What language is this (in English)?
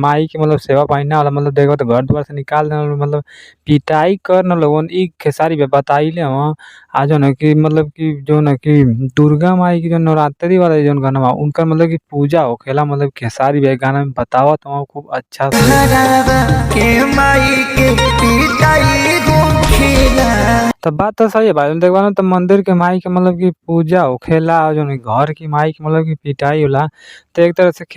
Bhojpuri